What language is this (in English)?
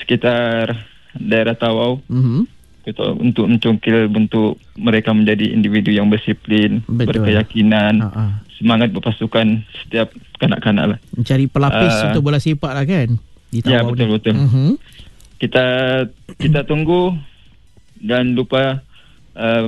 Malay